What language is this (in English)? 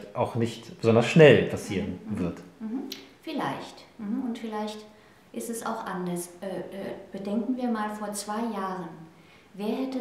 German